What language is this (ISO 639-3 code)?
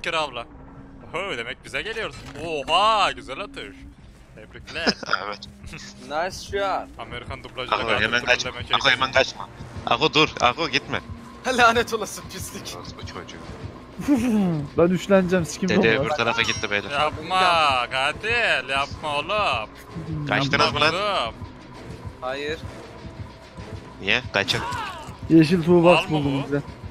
tur